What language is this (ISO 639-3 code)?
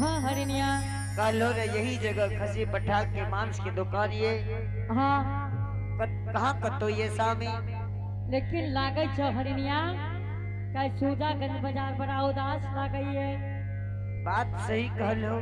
anp